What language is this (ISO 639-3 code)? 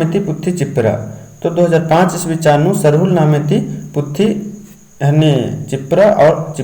kru